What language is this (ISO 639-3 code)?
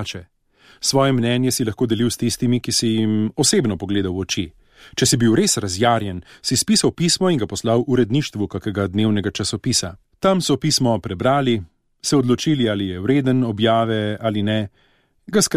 slv